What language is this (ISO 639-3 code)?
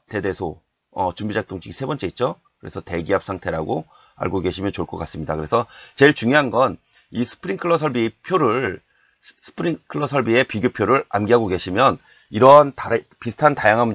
kor